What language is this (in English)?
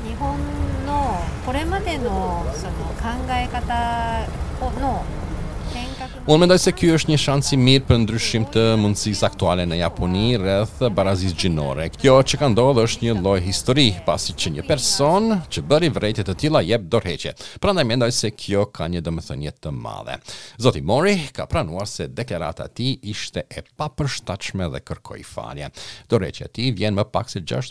Albanian